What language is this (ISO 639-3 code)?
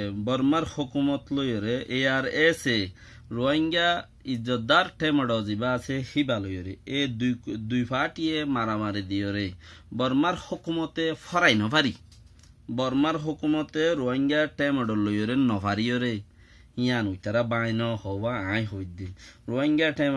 rhg